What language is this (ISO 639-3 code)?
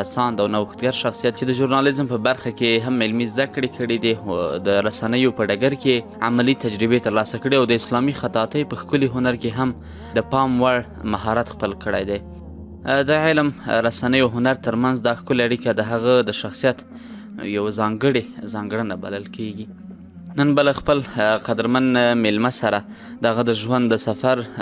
pus